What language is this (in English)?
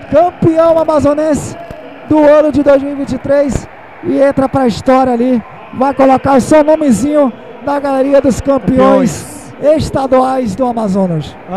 Portuguese